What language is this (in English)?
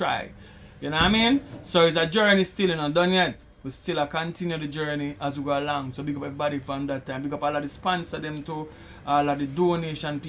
Jamaican Creole English